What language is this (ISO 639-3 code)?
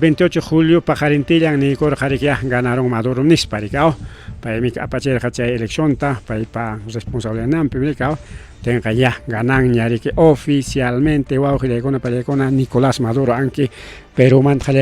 quy